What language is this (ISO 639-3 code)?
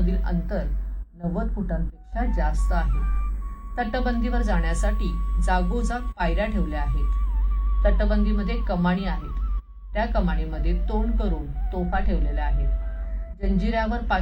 mar